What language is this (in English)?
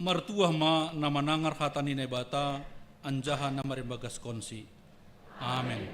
Batak Simalungun